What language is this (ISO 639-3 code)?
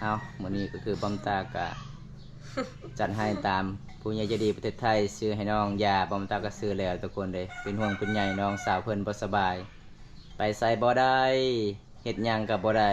lao